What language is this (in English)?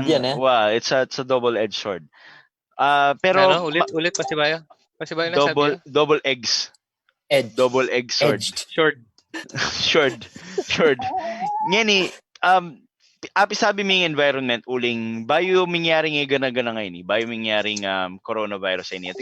Pampanga